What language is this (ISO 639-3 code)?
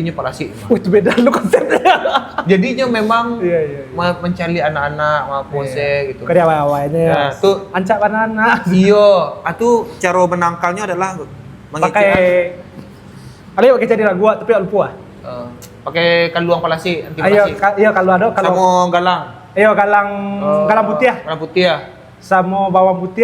min